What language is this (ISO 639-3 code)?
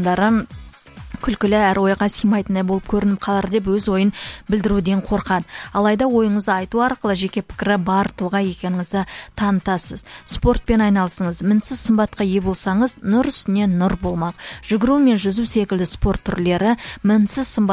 kaz